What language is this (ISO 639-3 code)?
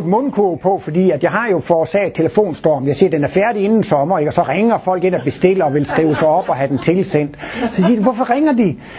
dan